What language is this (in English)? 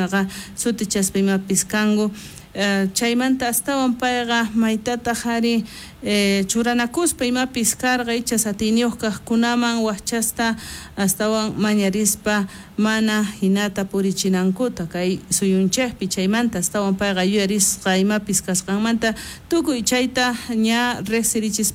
South Bolivian Quechua